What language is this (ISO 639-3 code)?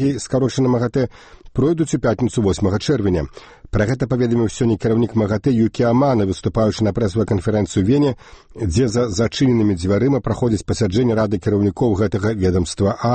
bel